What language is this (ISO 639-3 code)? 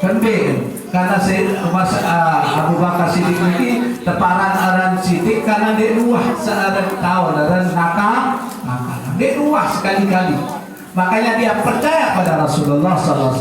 sas